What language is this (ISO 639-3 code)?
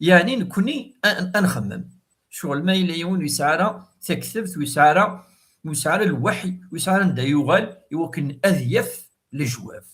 kab